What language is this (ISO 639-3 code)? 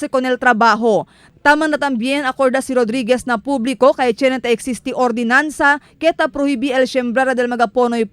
cbk